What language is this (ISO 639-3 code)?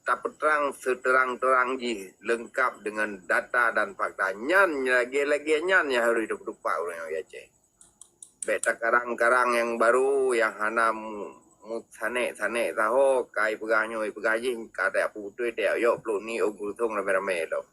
ace